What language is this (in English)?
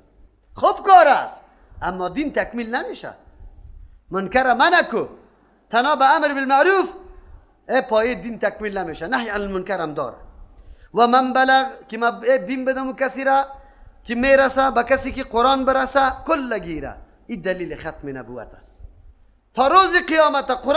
Persian